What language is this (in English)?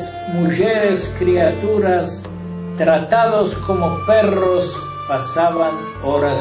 Ladino